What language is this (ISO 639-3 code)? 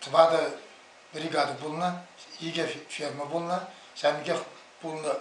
chv